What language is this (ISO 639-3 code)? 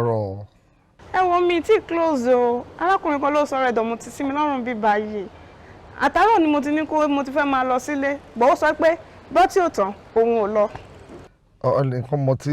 yor